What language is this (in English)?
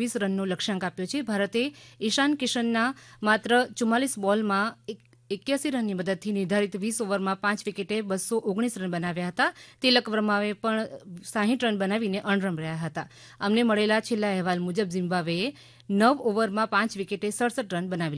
Gujarati